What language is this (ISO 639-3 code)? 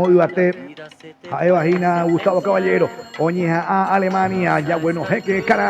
grn